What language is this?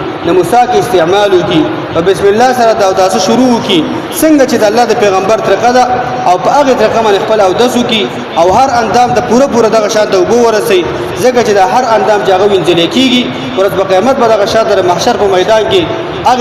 Pashto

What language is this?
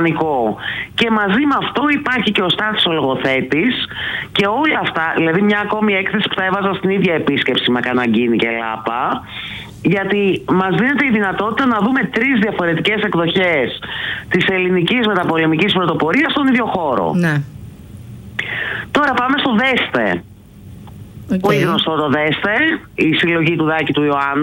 Greek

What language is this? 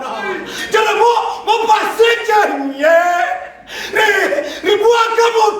Tswana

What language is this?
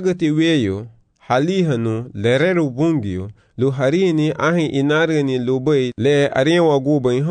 Garifuna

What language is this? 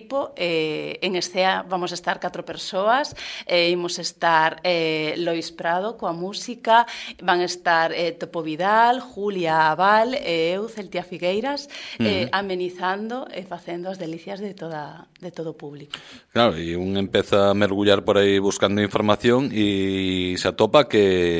Galician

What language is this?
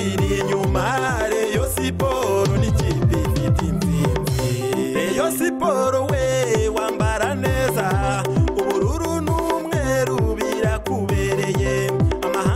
Kinyarwanda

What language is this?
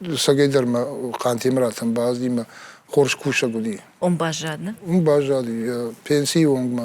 Ossetic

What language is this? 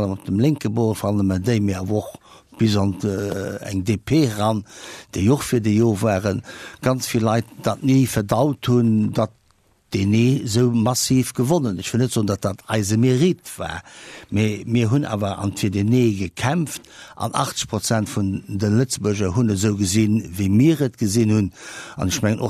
Luxembourgish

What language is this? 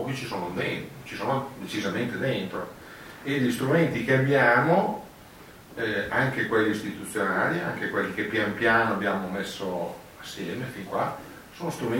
Italian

